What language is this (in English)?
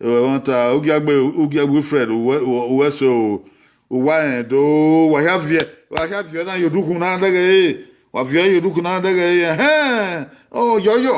Bini